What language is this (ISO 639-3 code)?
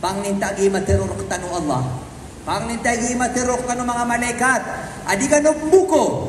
mrw